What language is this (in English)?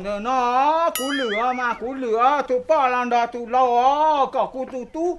Hmong